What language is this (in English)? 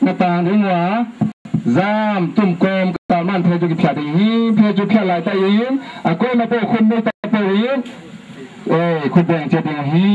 Tedim Chin